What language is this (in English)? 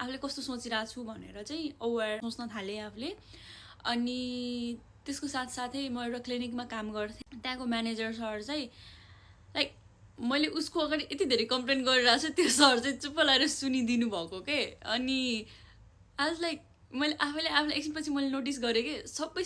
Nepali